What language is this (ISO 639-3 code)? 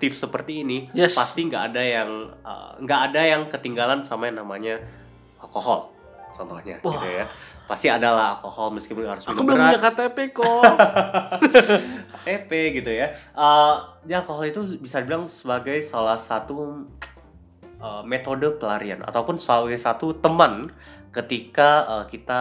ind